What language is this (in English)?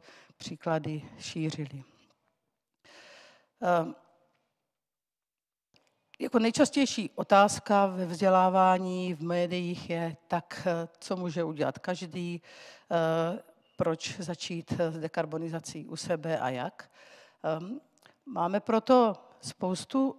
Czech